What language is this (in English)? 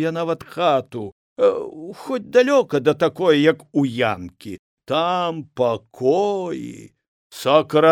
Belarusian